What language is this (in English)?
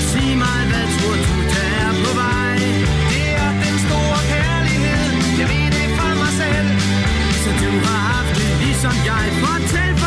Danish